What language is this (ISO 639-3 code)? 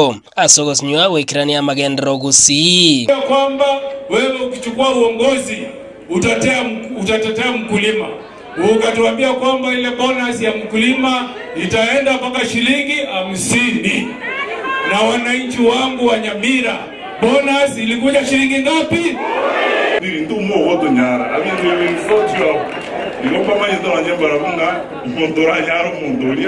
guz